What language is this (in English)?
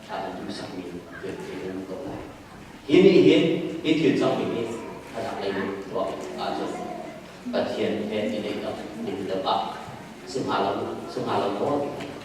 Hakha Chin